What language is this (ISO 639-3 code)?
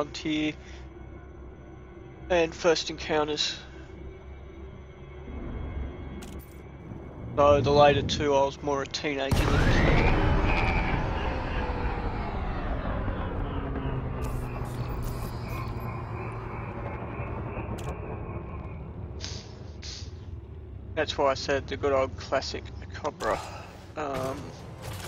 eng